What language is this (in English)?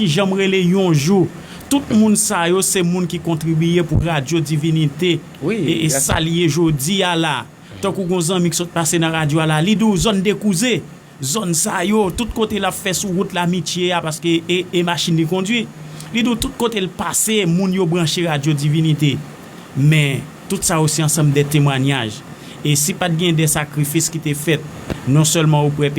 Haitian Creole